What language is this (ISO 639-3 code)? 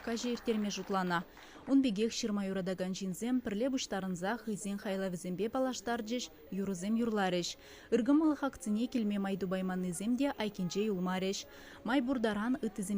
chv